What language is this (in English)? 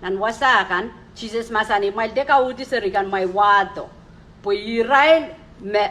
Pohnpeian